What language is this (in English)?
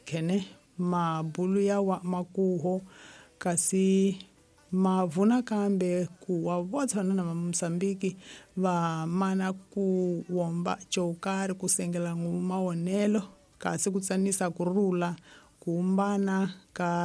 Tsonga